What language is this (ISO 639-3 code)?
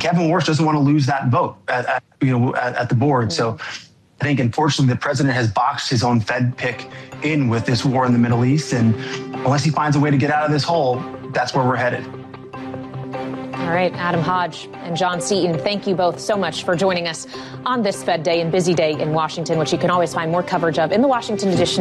eng